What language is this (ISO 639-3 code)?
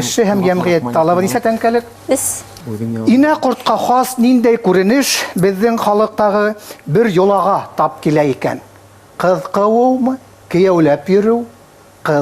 bak